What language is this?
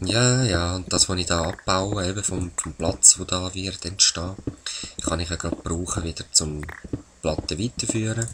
Swiss German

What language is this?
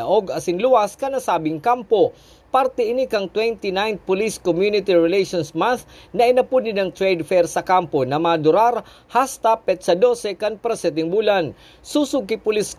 Bikol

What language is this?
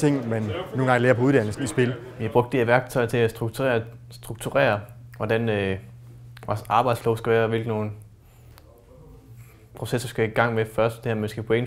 Danish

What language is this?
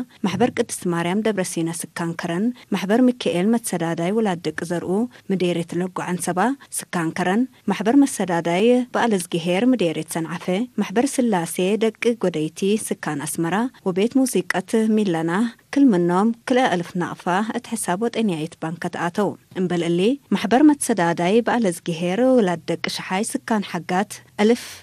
Tigre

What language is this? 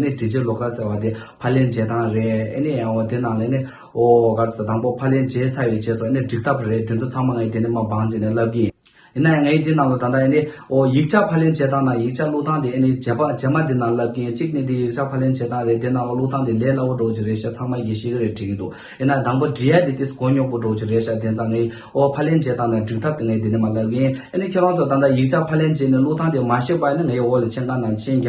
Tibetan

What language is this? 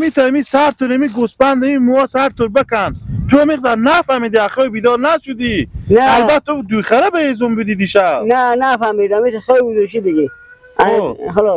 Hazaragi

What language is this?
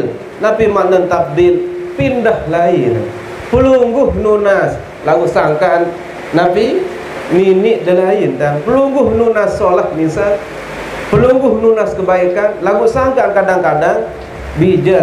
Sasak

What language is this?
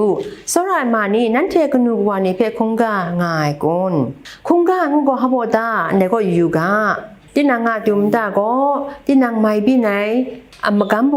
Kachin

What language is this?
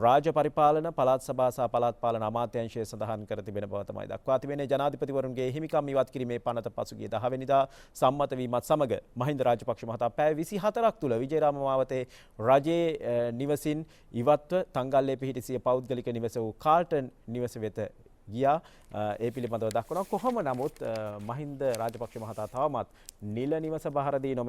Sinhala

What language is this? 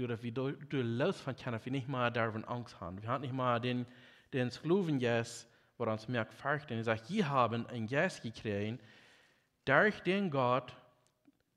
Plautdietsch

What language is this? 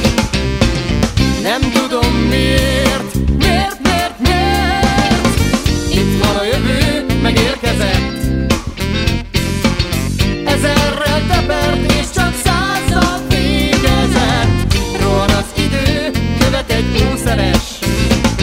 Hungarian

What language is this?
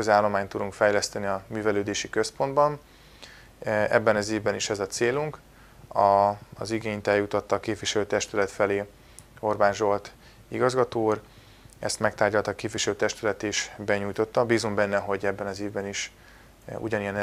Hungarian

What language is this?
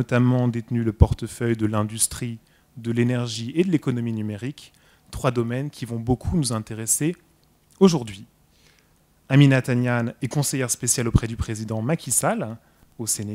French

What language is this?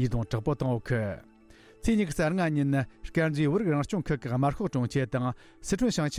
Tibetan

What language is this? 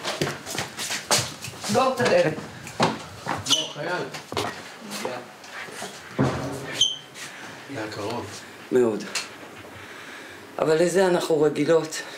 Hebrew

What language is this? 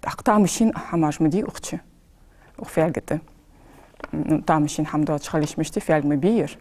Ingush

